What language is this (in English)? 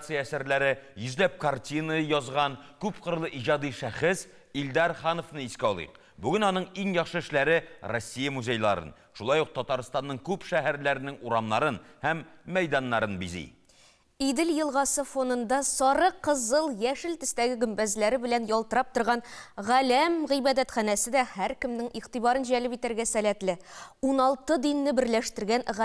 Tatar